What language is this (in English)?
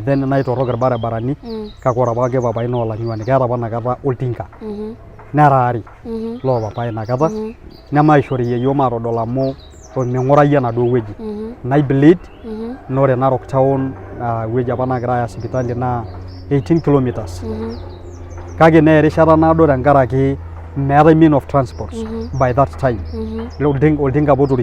Masai